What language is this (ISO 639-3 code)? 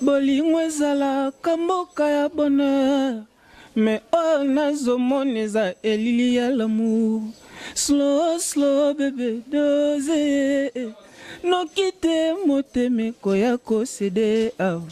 lin